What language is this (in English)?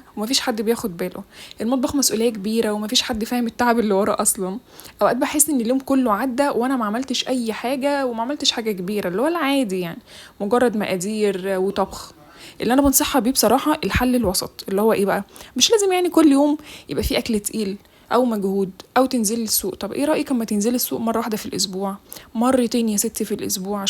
Egyptian Arabic